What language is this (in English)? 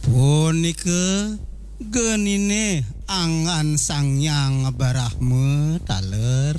Balinese